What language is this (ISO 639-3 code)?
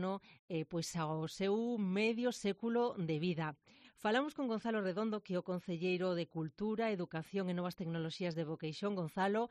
glg